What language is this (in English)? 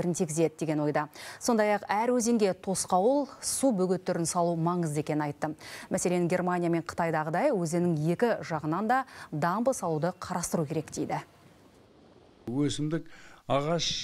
Kazakh